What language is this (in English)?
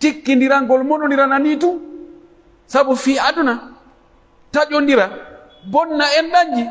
Pular